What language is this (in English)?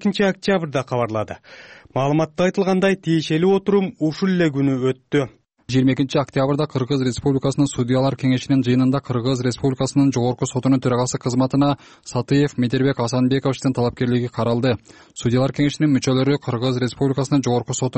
Kyrgyz